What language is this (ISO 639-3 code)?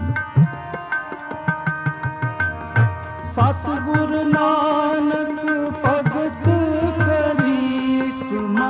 pan